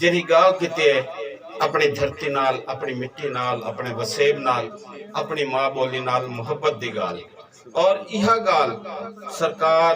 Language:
Saraiki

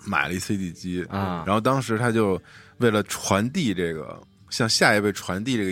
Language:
Chinese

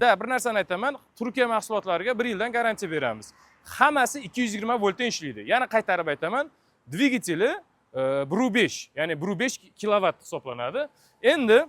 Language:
Uzbek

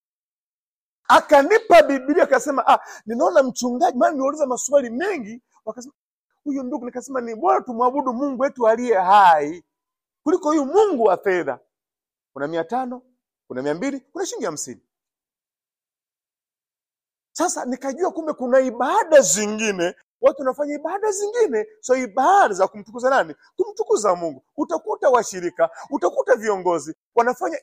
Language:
Swahili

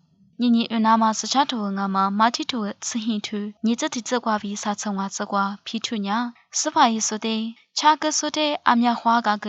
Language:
Lisu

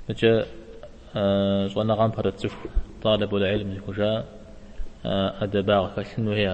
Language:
Kabardian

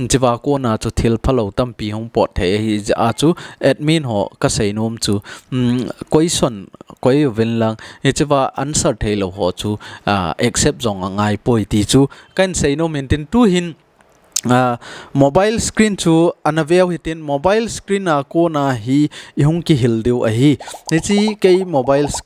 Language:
Thado Chin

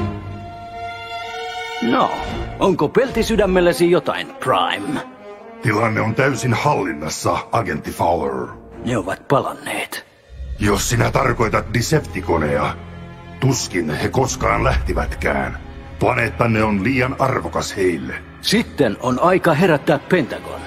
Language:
Finnish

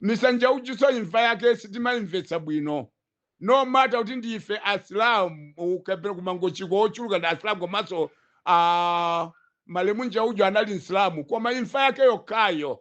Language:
Nyanja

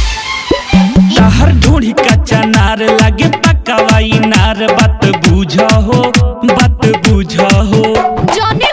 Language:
Bhojpuri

